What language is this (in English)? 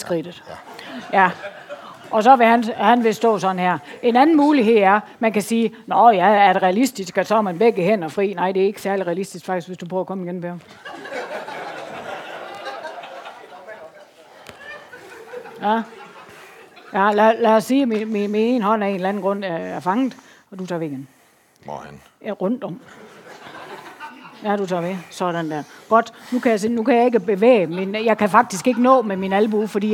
Danish